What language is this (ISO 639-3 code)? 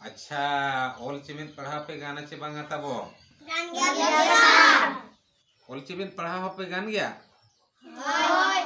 sat